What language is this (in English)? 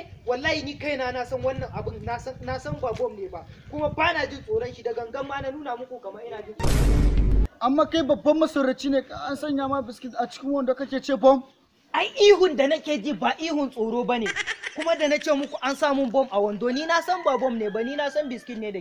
Hausa